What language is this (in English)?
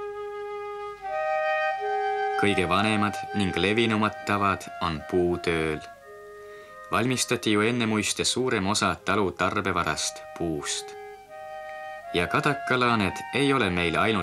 Estonian